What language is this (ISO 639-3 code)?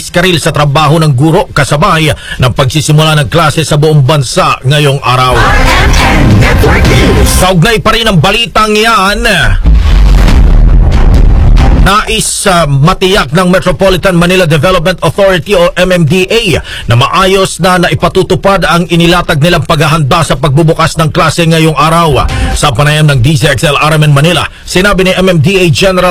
fil